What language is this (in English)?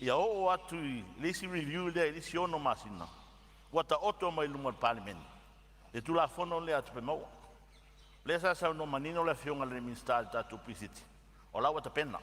Samoan